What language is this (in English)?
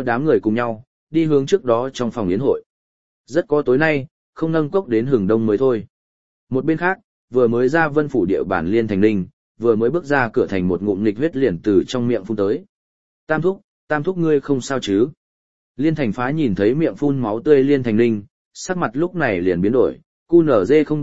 Vietnamese